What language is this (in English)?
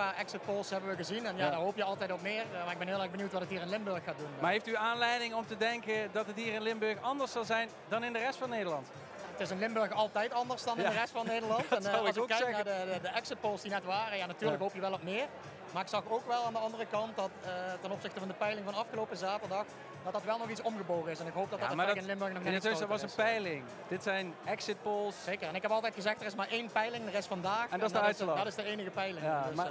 Dutch